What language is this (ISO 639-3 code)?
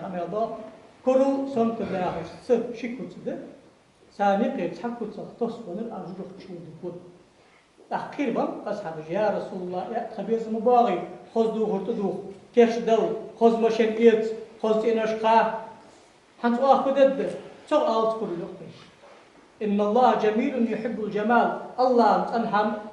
inh